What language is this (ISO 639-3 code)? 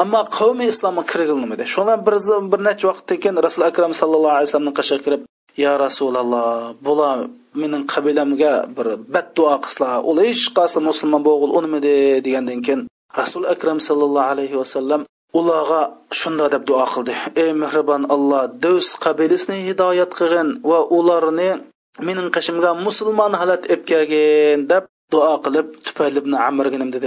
uig